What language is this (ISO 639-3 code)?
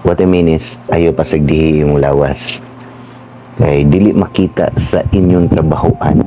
ceb